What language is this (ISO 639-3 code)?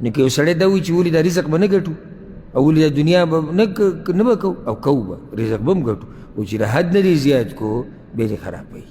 pus